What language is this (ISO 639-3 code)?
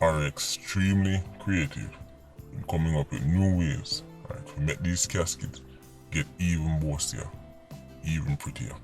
jam